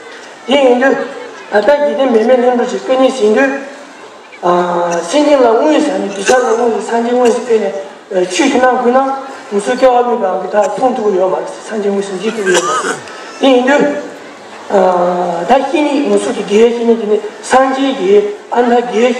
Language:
Tibetan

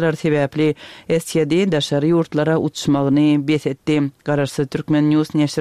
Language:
Turkmen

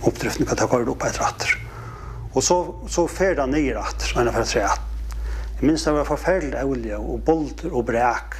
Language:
Faroese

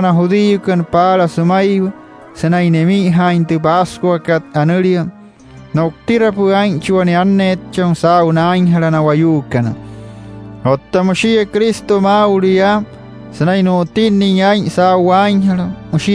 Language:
Wayuu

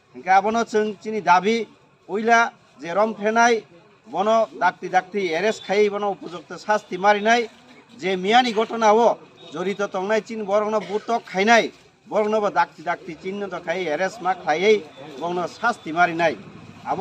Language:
Kok Borok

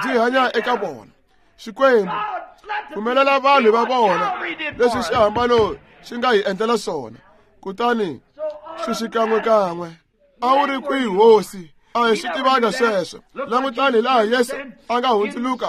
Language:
Tsonga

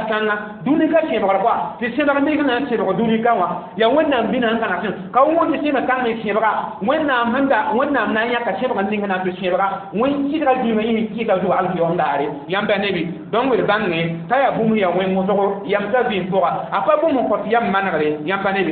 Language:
Mossi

